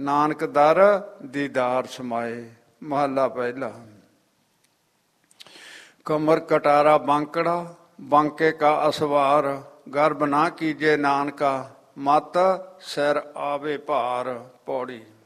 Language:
Punjabi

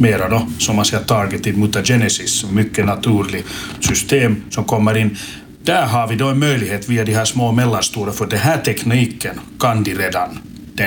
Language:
Swedish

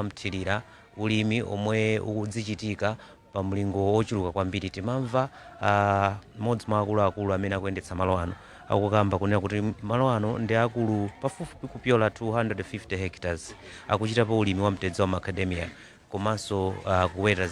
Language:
Nyanja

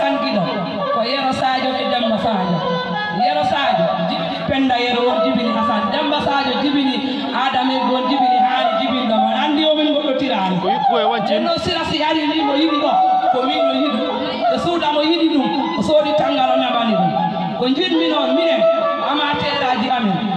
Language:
Fula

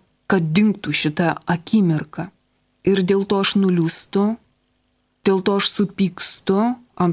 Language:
Lithuanian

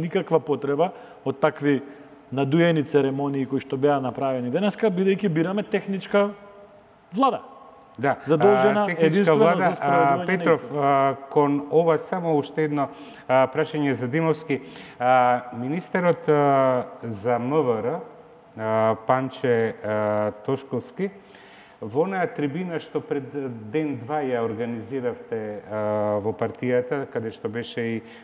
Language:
Macedonian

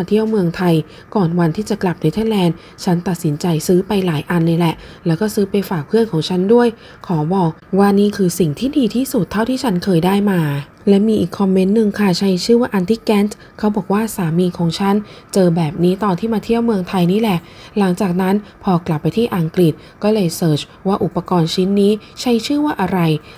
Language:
Thai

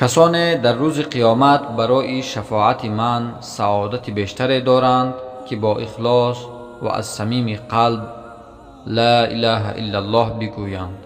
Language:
Tajik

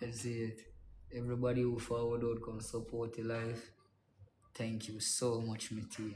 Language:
Jamaican Creole English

